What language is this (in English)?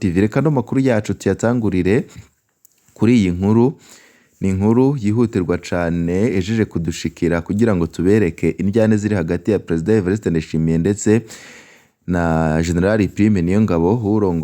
Rundi